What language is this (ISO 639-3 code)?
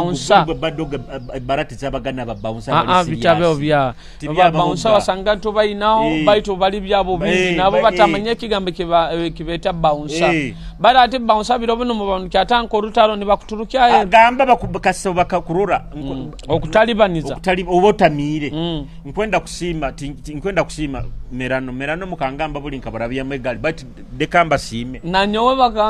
nyo